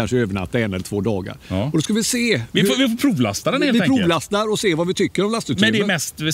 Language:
Swedish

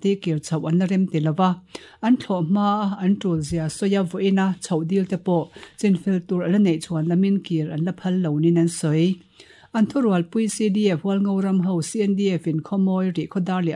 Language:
Mizo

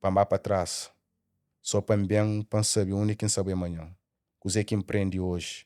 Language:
Kabuverdianu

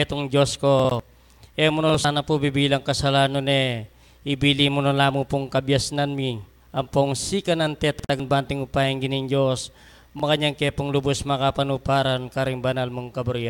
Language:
Pampanga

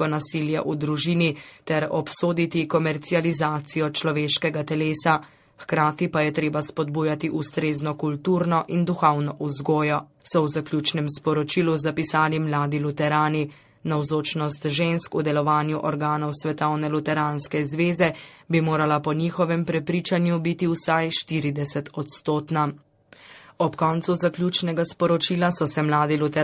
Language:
Slovenian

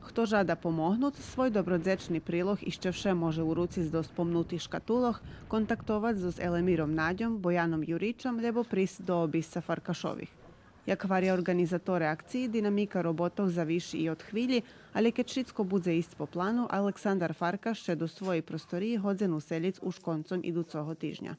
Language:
Rusyn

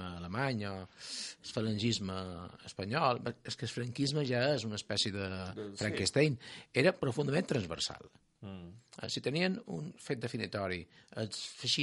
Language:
Catalan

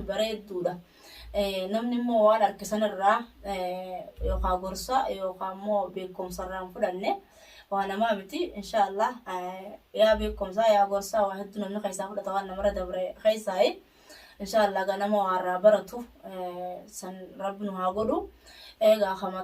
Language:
Oromo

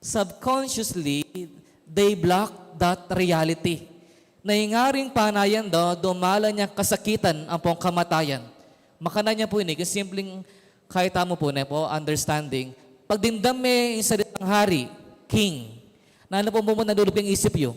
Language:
Pampanga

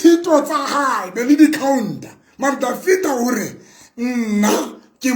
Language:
Southern Sotho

